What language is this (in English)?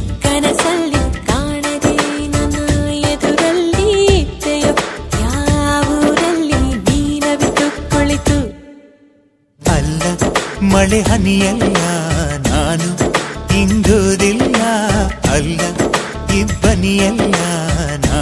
Kannada